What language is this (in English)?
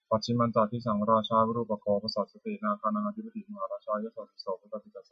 Pali